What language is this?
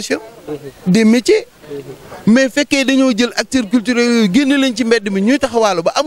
Wolof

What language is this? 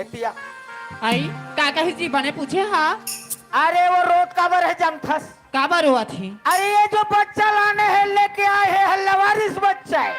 Chhattisgarhi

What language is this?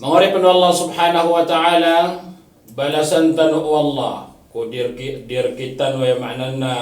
Maranao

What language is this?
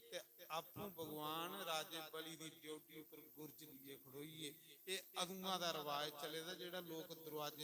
Dogri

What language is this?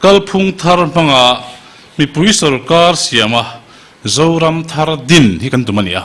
Mizo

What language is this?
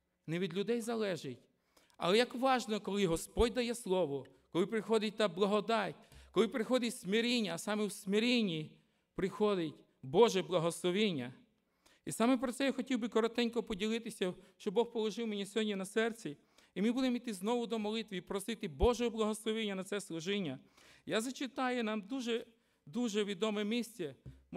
Ukrainian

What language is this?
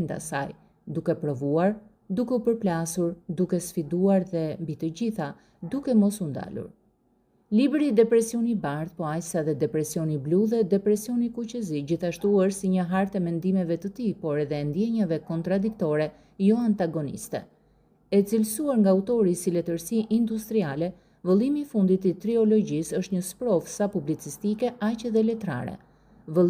Albanian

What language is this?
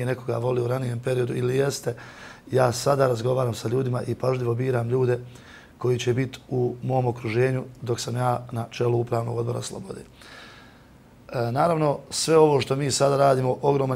Bosnian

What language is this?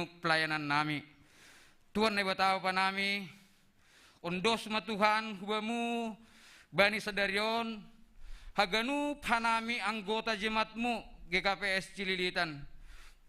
Batak Simalungun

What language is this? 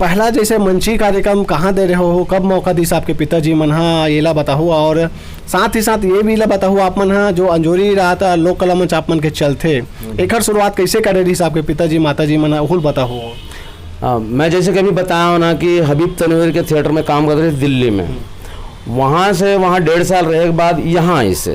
Chhattisgarhi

